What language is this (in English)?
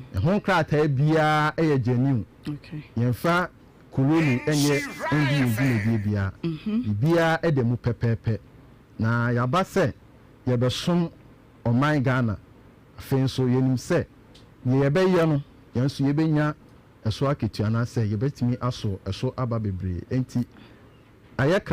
Akan